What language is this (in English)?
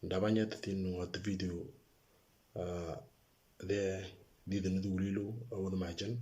Moro